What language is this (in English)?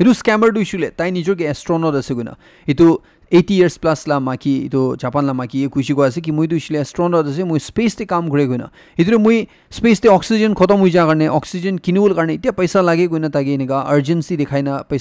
Naga Pidgin